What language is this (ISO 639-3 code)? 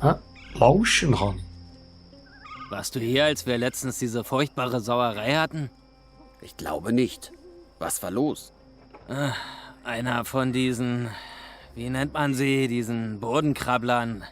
gsw